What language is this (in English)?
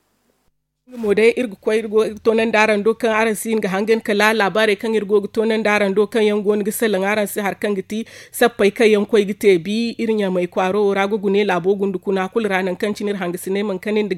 Zarma